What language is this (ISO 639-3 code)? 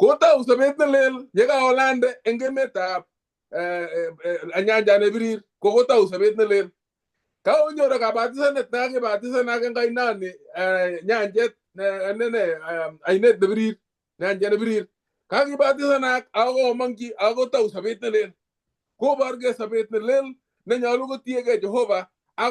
kln